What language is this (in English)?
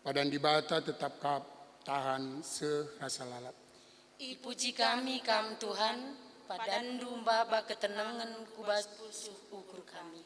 Batak Karo